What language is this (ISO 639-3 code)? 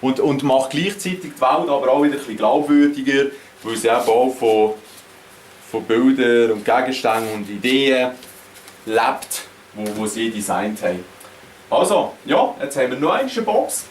gsw